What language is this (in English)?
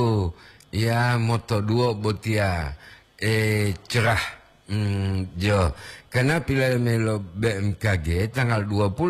Gorontalo